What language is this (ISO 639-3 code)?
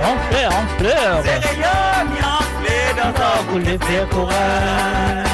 mfe